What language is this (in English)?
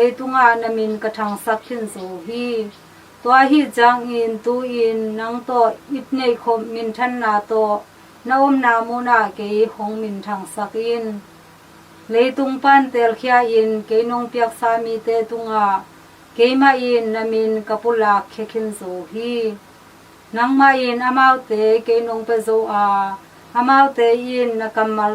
Tedim Chin